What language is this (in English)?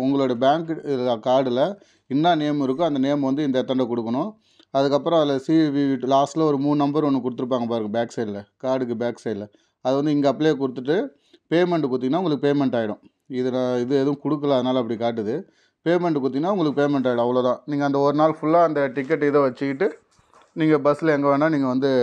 Tamil